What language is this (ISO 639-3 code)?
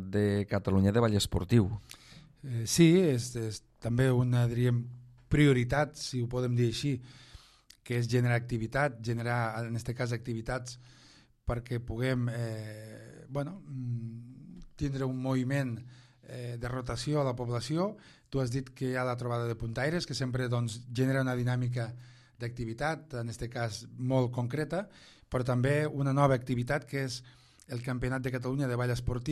cat